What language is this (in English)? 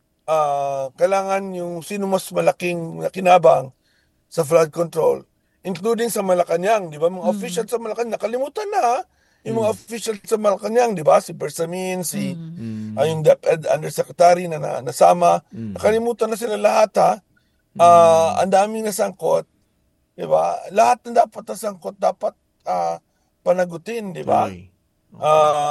Filipino